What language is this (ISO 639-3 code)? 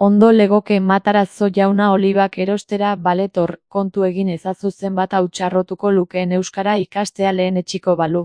eus